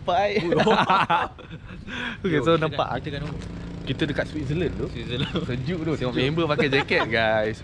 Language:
Malay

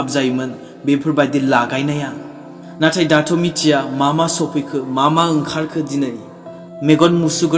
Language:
Bodo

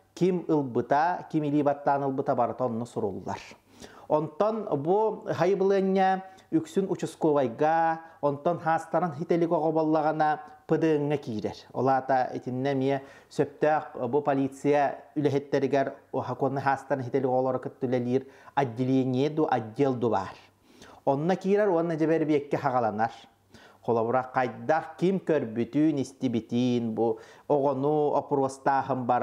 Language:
Yakut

